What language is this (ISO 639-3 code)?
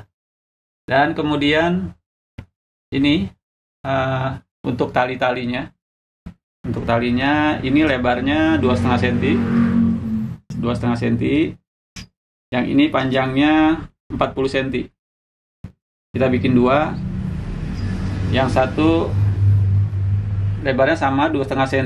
ind